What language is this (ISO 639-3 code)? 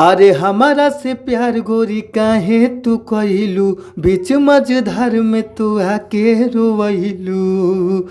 bho